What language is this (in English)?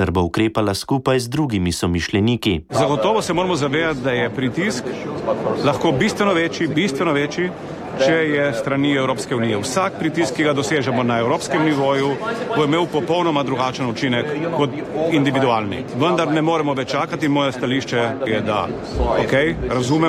Slovenian